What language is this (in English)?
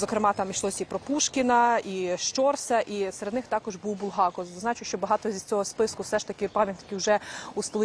Ukrainian